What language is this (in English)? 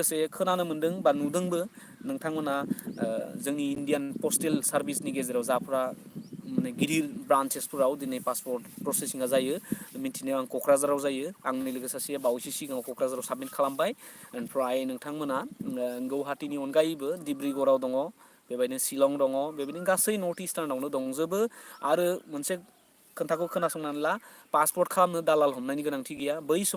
Bodo